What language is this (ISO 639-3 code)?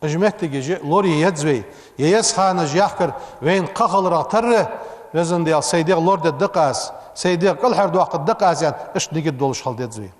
inh